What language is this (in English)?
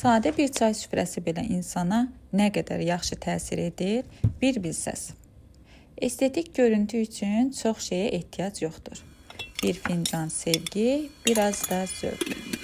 Azerbaijani